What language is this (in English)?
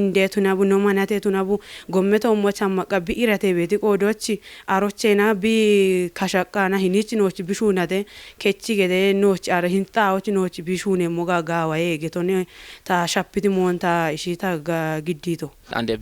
Kafa